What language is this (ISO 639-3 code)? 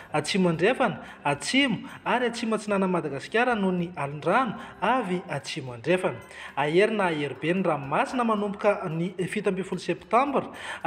mlg